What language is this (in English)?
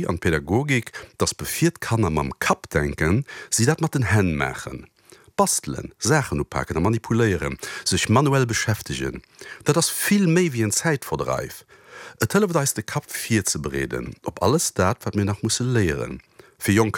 Luxembourgish